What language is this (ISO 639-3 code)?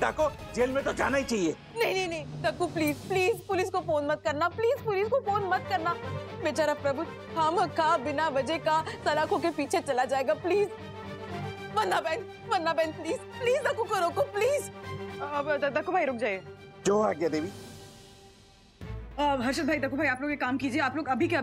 hin